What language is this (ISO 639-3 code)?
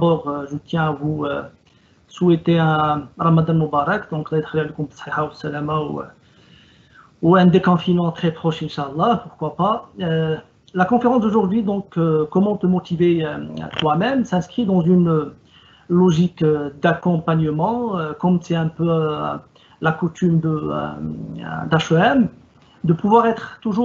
fra